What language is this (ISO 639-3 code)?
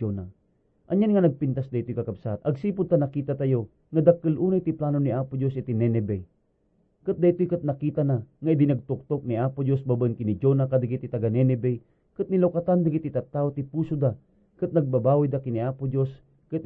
ilo